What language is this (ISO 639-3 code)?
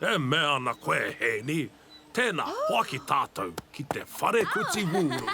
mri